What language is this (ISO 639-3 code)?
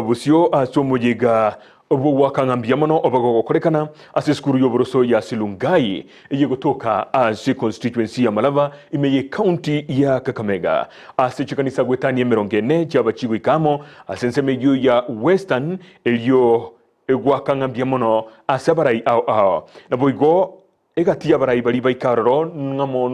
guz